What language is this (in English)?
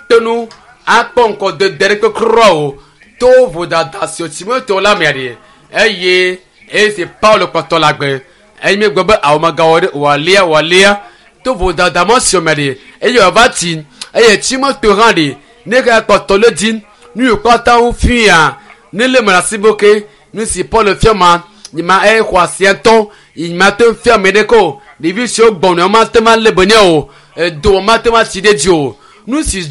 Ewe